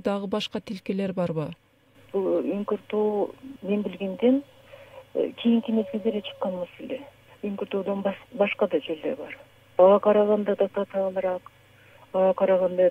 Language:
Kyrgyz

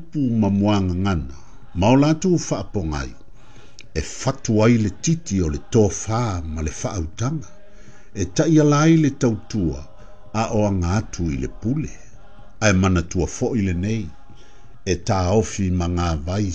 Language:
Samoan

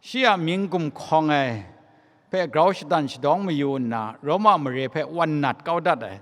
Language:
Kachin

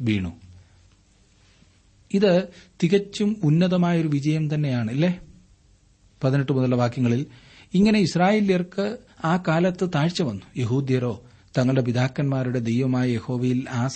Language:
Malayalam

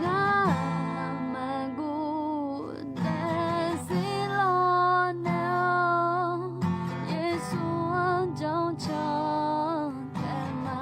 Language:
Akha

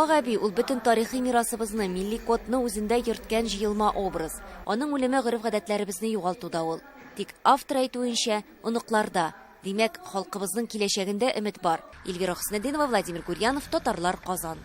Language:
Tatar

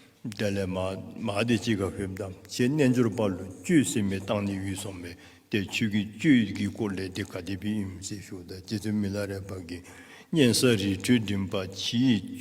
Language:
Dzongkha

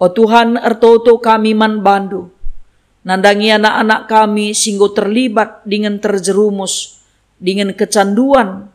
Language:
Batak Karo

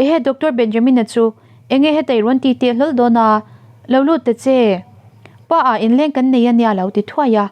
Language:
Mizo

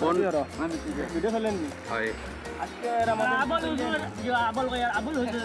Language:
Sylheti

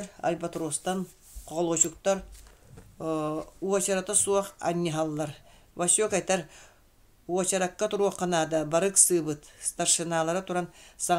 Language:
Yakut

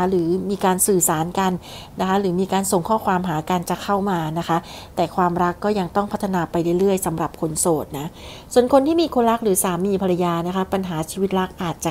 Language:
Thai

